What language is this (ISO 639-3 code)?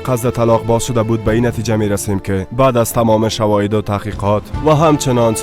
fas